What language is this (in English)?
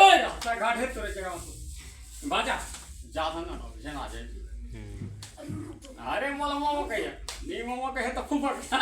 Chhattisgarhi